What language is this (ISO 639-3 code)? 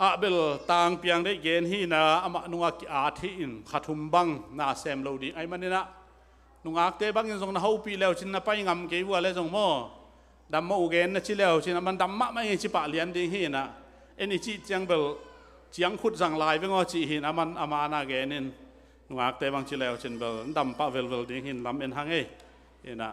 ctd